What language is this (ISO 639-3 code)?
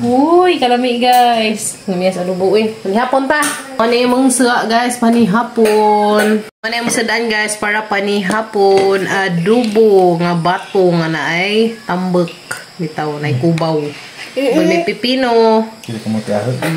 ceb